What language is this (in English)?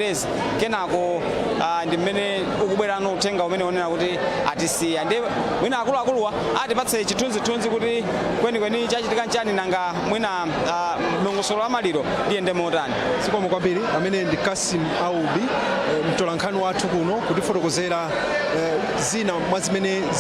Nyanja